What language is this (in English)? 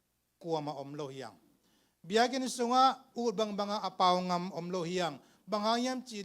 Tedim Chin